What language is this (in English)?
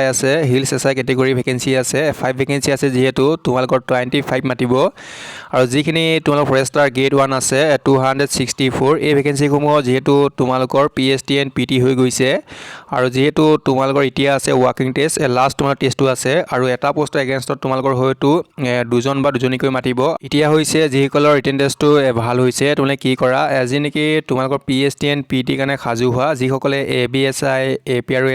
Assamese